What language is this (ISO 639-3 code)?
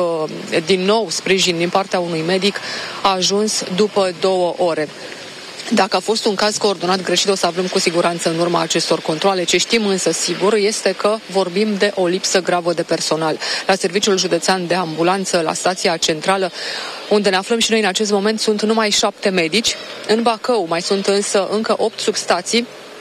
ron